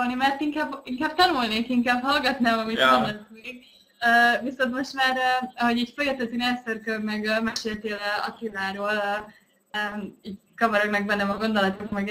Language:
Hungarian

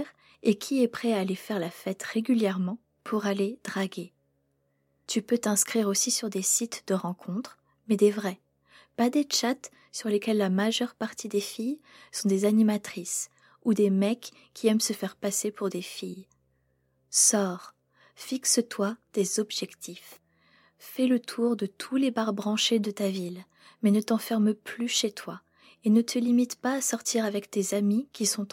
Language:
French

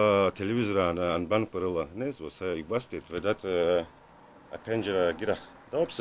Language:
Abkhazian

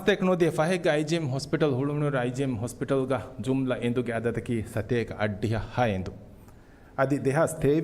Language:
Divehi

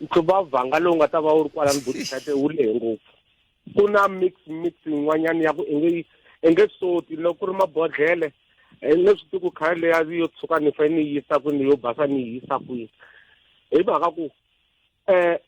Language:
Tsonga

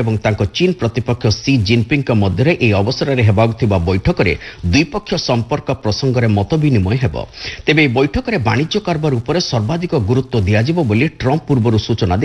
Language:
Odia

